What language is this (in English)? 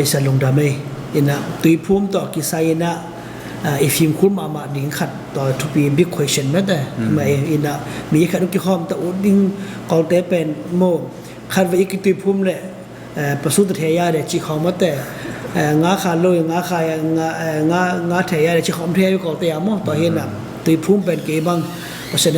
Tedim Chin